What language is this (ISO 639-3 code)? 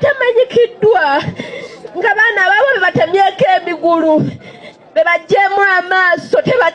lug